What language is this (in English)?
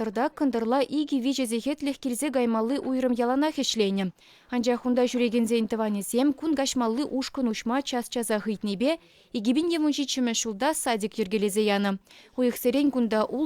Chuvash